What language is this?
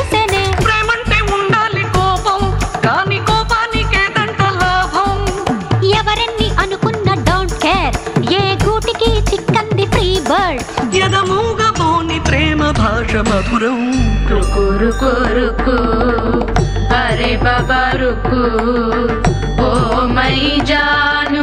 Telugu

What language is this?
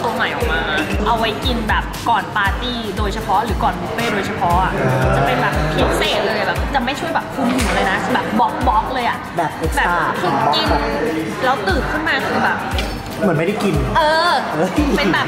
Thai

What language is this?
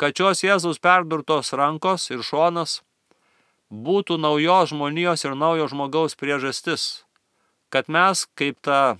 Lithuanian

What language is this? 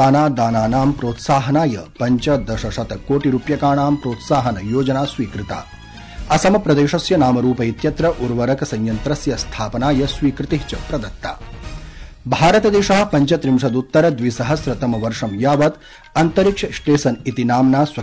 Sanskrit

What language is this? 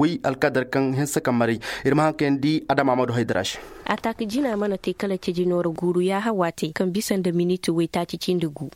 Koyraboro Senni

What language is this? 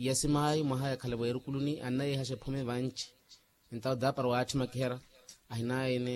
Makhuwa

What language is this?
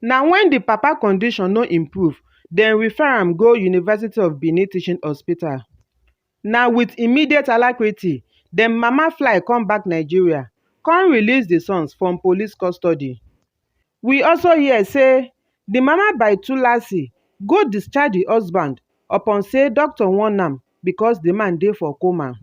Nigerian Pidgin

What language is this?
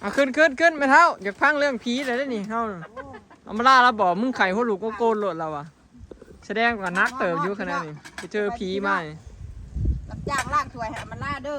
Northeastern Thai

